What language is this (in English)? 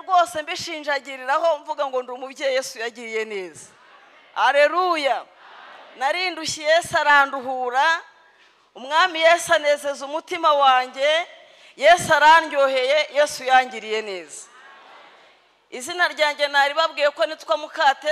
Kinyarwanda